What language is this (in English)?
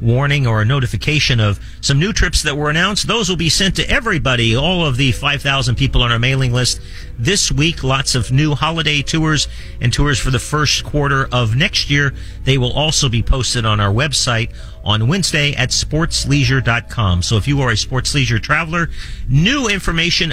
English